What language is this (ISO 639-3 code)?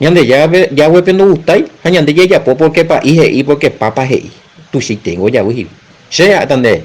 grn